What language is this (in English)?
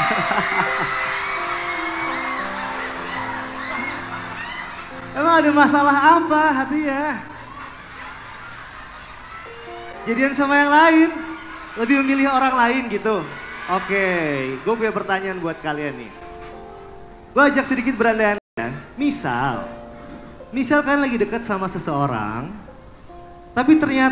Indonesian